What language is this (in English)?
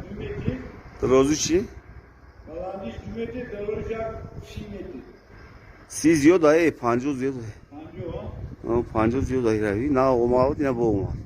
Tajik